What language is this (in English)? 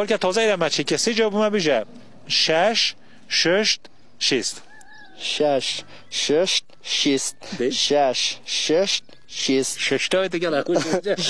Kurdish